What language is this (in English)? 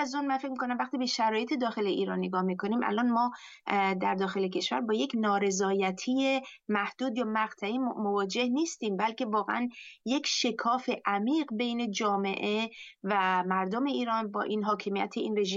Persian